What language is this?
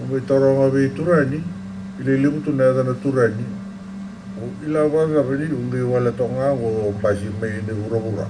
Fijian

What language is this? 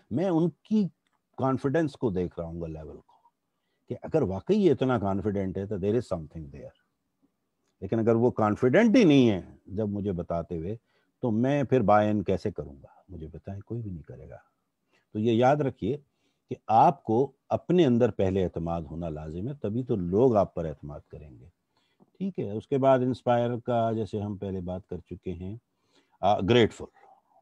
Urdu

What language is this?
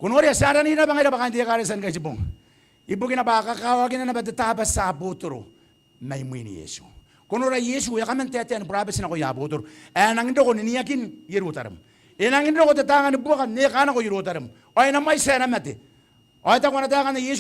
Gilbertese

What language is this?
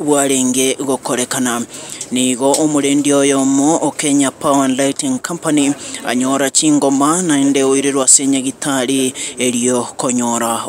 Gusii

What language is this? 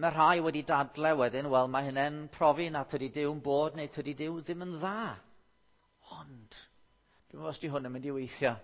Welsh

